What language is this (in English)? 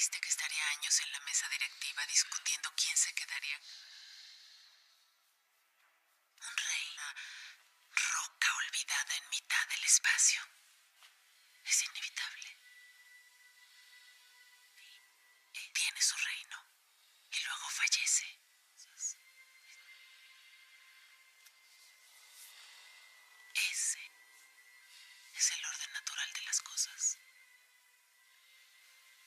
Spanish